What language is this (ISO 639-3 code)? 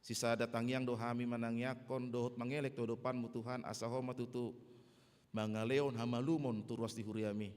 bbc